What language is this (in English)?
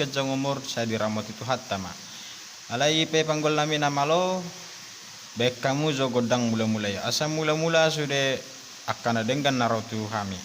Batak Toba